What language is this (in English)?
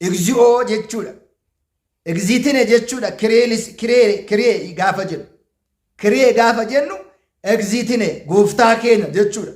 Oromo